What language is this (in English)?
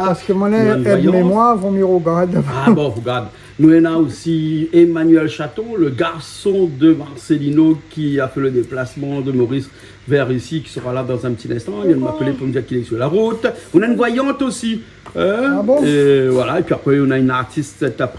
Réunion Creole French